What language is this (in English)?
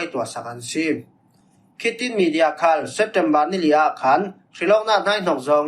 Falam Chin